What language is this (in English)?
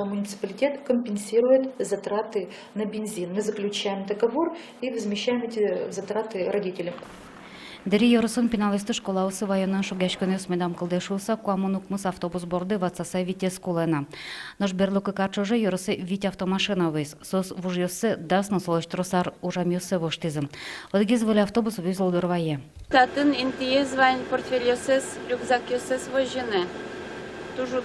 Udmurt